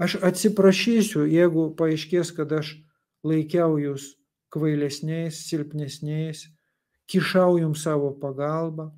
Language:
Lithuanian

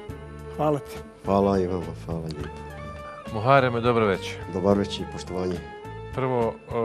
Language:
Bosnian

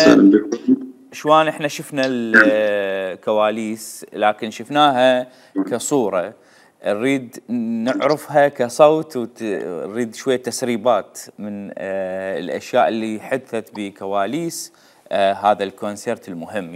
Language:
Mesopotamian Arabic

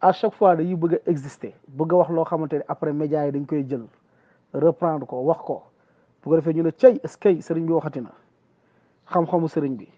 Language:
Wolof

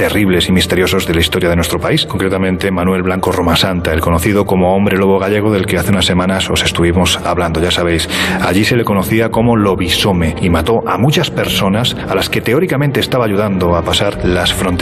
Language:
Spanish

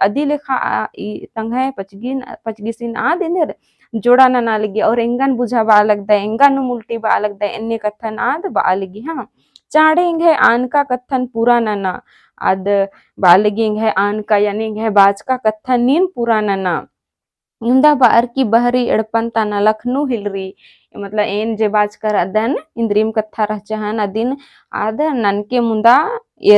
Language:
Kurukh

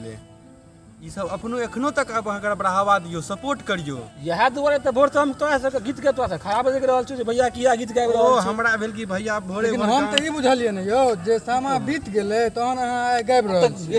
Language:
Maithili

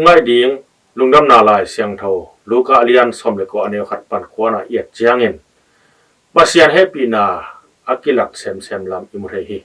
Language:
Tedim Chin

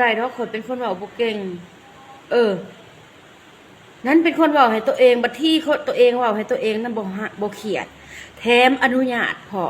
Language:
Lao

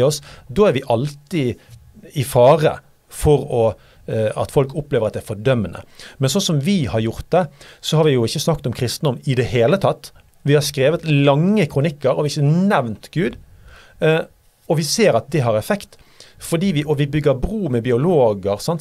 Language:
Norwegian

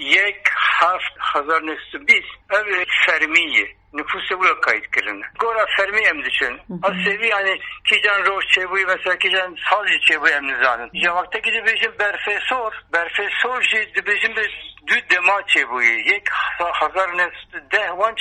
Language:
Kurdish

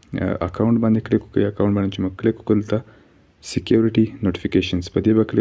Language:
Pashto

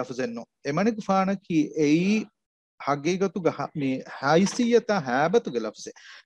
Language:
Divehi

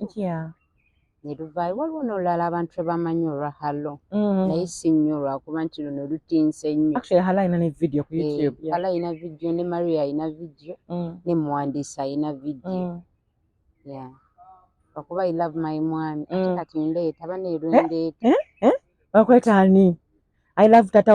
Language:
Ganda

